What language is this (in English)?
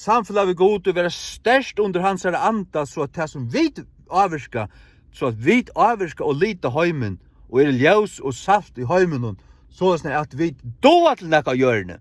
Faroese